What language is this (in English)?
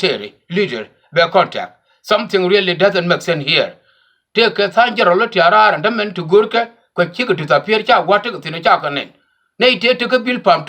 Nuer